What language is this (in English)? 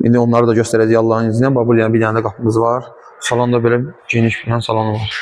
Azerbaijani